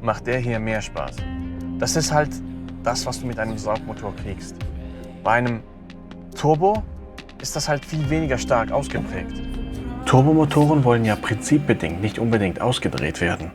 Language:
Swiss German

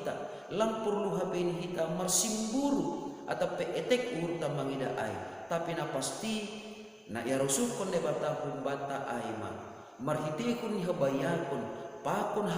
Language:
Batak Simalungun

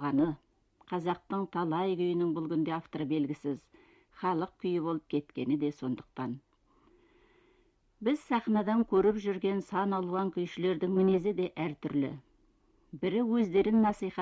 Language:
Kazakh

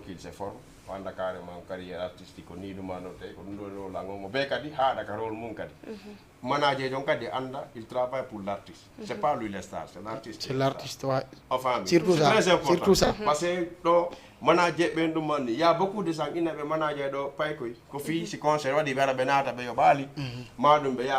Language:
Fula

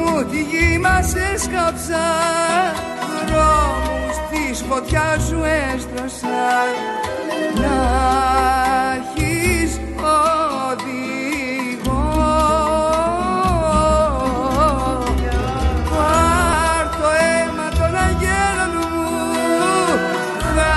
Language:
Greek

